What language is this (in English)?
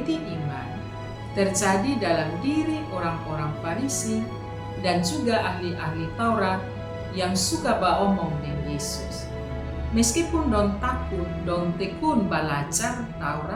Kupang Malay